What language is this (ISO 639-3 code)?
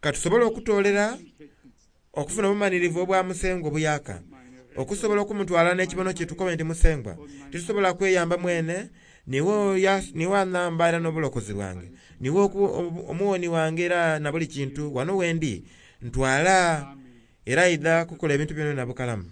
xog